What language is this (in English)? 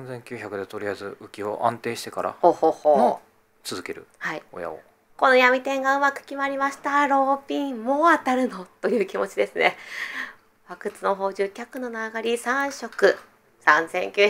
Japanese